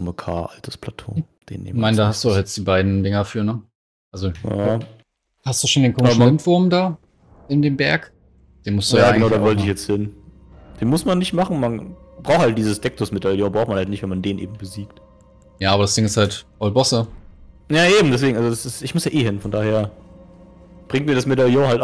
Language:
German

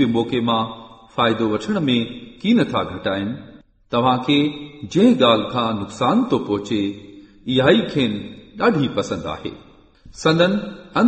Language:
Sindhi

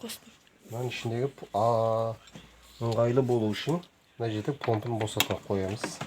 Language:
Kazakh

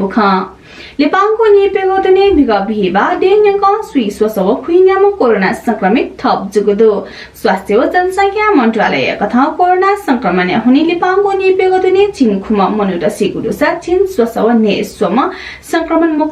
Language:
Newari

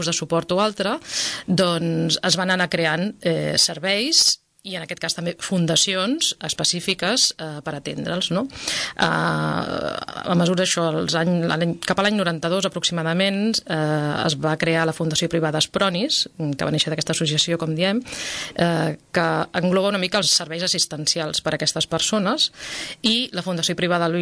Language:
Catalan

